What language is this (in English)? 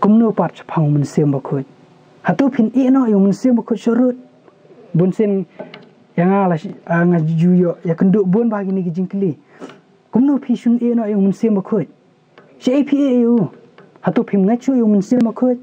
Khasi